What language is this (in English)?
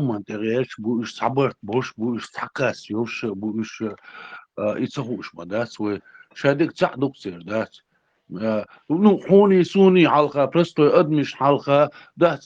Chechen